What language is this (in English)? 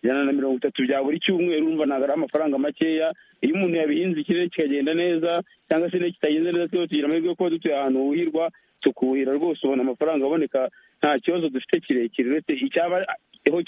Kinyarwanda